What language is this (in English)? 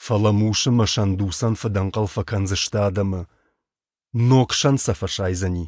Ossetic